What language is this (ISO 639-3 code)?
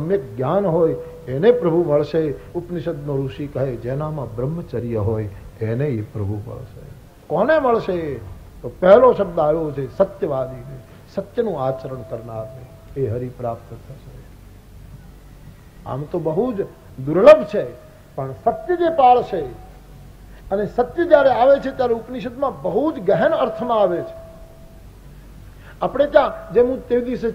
guj